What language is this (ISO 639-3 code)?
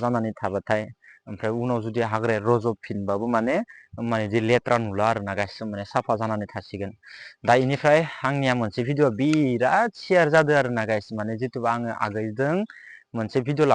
brx